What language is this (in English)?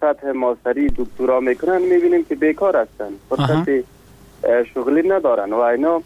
Persian